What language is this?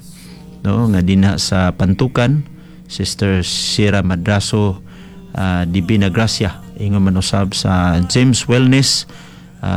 Cebuano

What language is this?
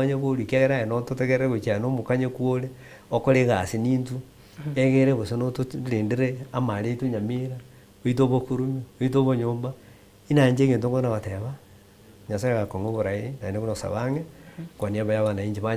Gusii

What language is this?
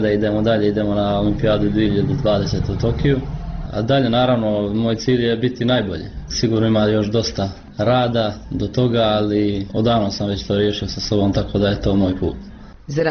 Bosnian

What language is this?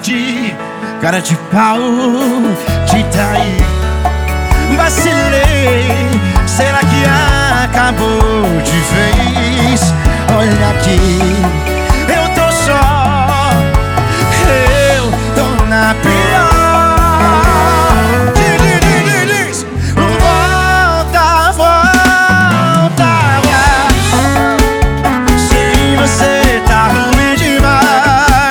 Portuguese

